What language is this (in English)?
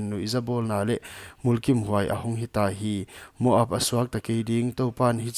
Paite Chin